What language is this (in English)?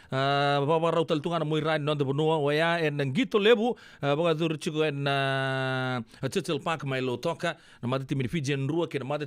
Fijian